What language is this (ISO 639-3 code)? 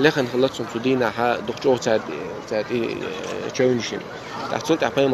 che